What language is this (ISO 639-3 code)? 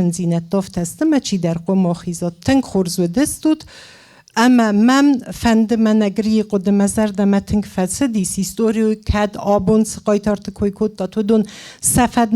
oss